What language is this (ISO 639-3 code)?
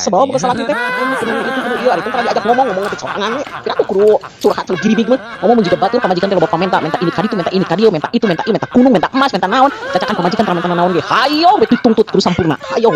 sun